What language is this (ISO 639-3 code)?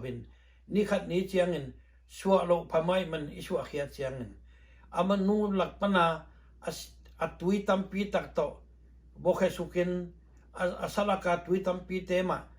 ctd